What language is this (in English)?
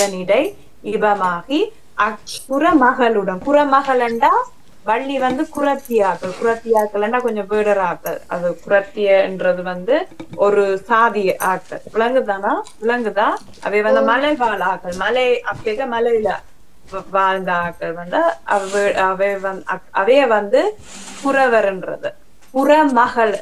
Tamil